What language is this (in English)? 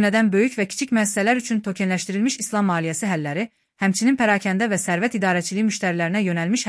Azerbaijani